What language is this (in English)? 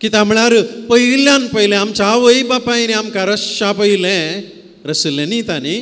Konkani